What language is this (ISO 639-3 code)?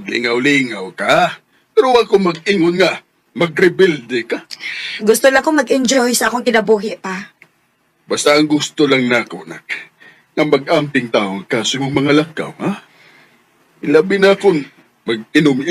ceb